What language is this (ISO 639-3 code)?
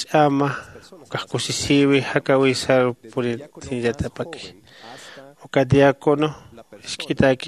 aym